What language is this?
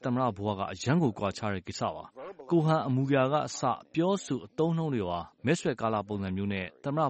Burmese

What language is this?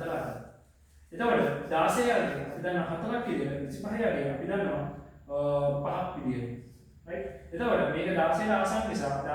Sinhala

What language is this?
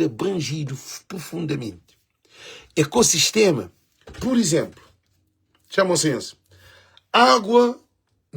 Kabuverdianu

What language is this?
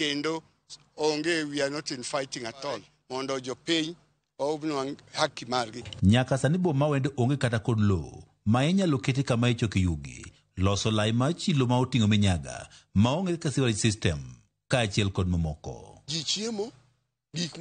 Luo (Kenya and Tanzania)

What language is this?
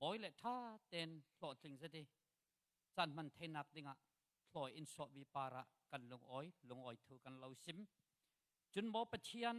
Falam Chin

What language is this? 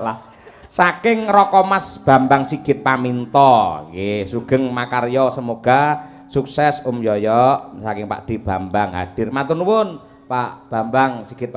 Javanese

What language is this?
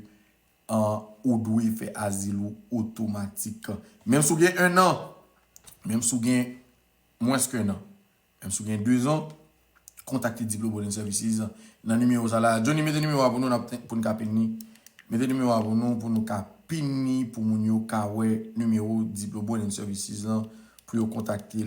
Haitian Creole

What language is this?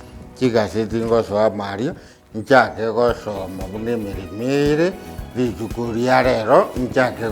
Gusii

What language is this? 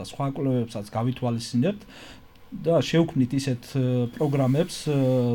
Georgian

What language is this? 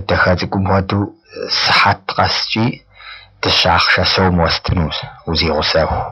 Kabardian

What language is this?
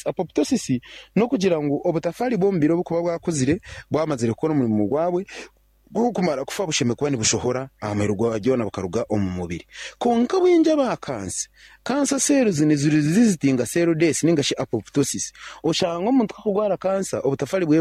Nyankole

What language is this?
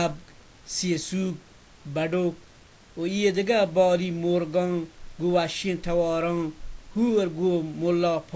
Baluchi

